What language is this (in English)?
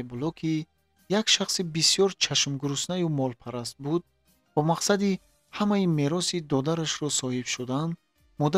Tajik